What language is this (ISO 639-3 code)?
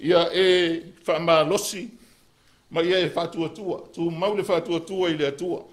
smo